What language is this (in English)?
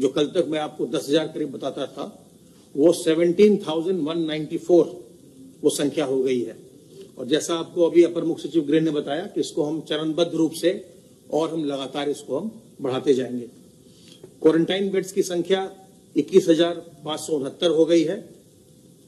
Hindi